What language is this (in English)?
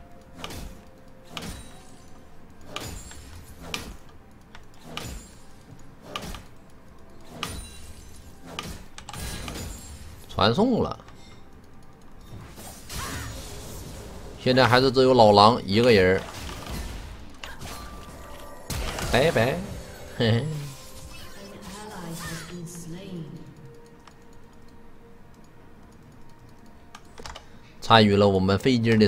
Chinese